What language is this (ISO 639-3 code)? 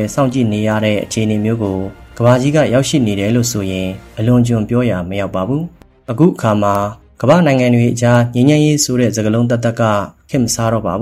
mya